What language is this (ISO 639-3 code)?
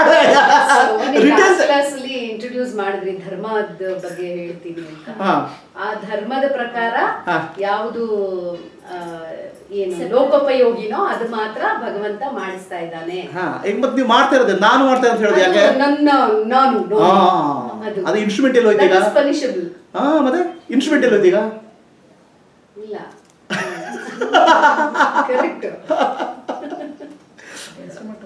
kan